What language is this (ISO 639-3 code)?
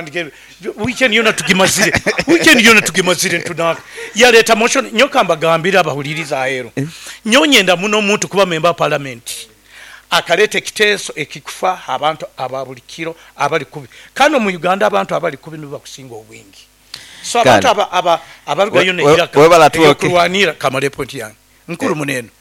nyo